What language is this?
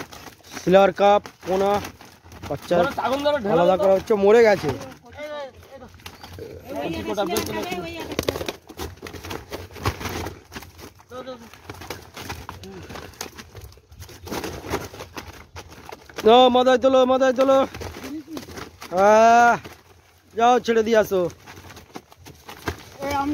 Bangla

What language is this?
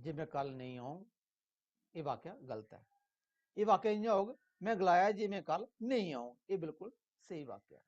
Dogri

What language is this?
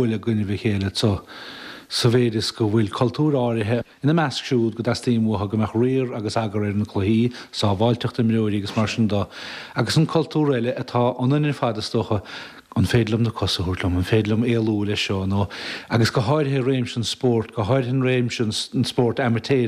Irish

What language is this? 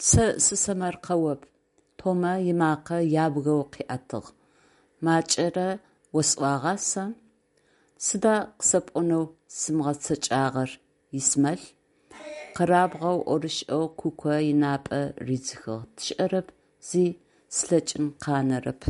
Adyghe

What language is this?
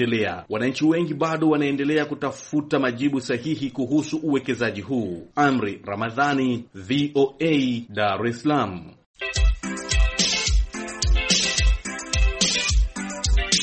Swahili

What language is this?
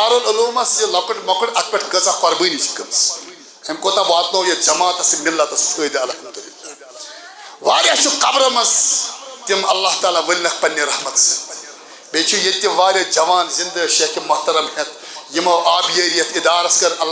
Kashmiri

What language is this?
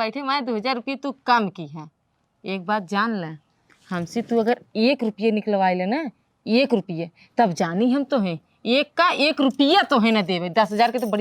Awadhi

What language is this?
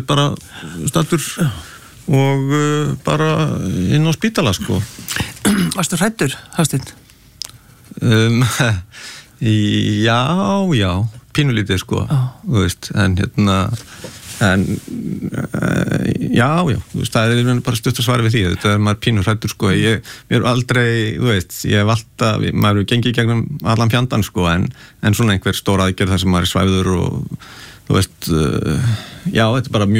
Icelandic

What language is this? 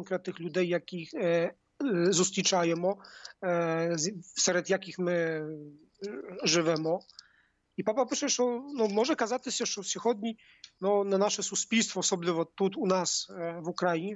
Ukrainian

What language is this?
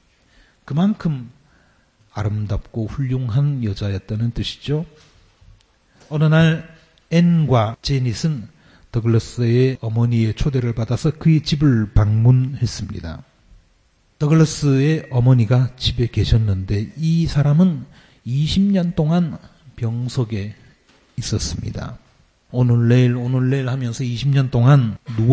Korean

